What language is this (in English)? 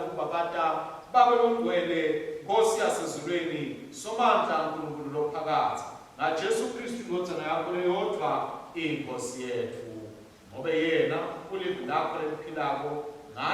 Swati